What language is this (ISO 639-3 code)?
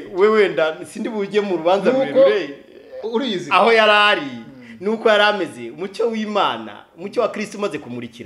kin